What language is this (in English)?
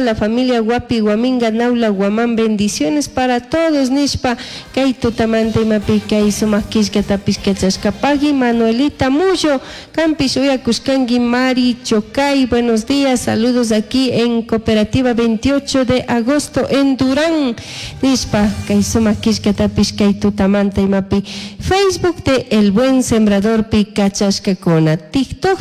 Chimborazo Highland Quichua